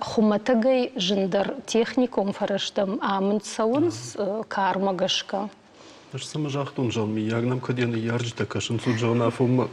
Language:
Ossetic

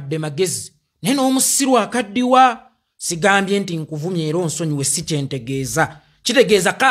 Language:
Ganda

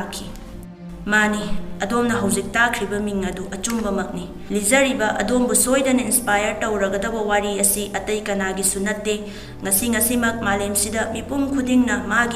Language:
Manipuri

